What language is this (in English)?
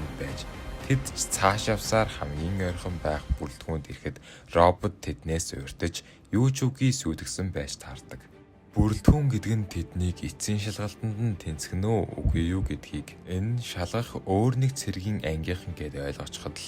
Mongolian